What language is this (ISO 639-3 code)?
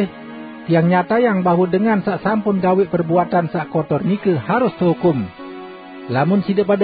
sas